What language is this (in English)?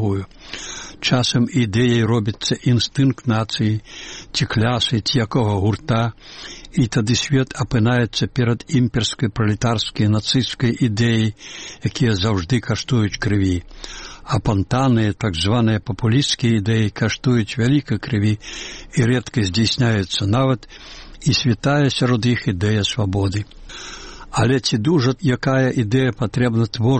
Belarusian